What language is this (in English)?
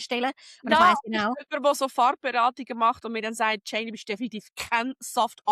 Swiss German